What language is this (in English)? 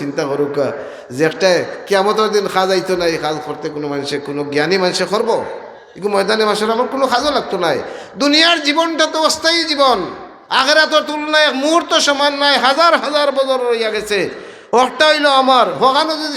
Sylheti